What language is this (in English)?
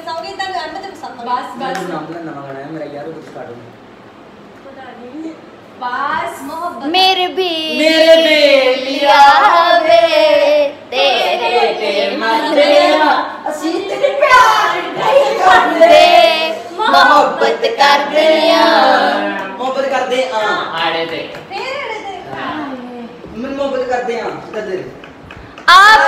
Punjabi